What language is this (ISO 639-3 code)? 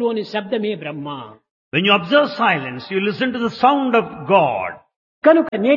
tel